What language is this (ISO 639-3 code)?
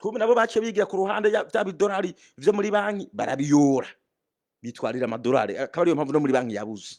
run